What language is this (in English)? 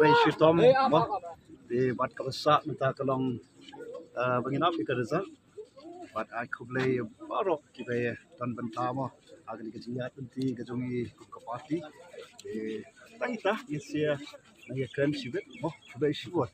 Khasi